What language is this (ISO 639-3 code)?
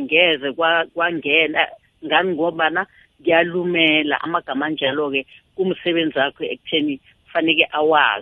nbl